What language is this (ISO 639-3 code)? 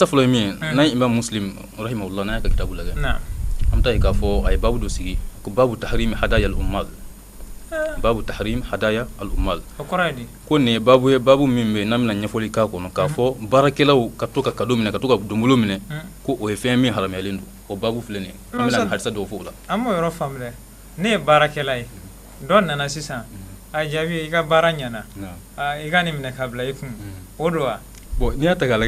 bam